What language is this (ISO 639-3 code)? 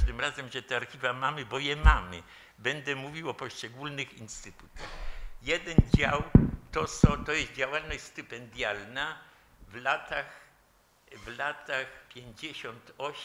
pol